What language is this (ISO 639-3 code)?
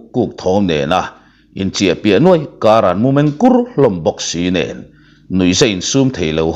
lus